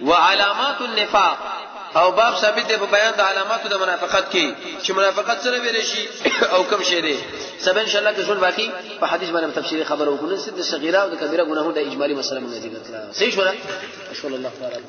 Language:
Pashto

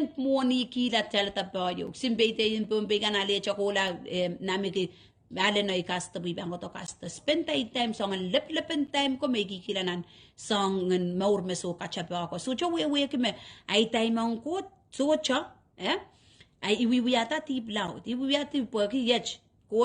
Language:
Pohnpeian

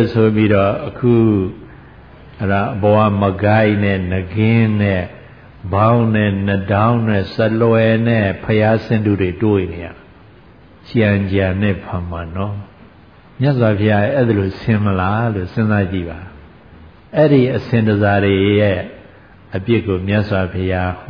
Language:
Burmese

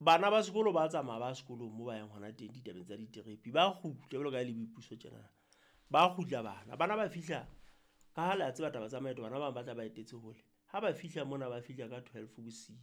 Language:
Southern Sotho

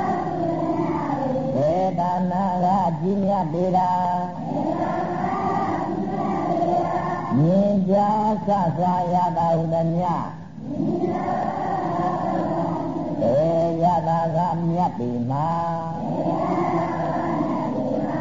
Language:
Burmese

